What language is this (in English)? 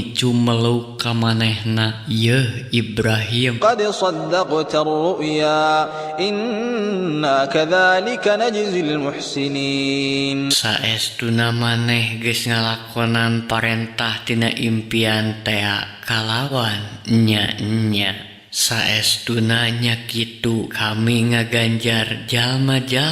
Sundanese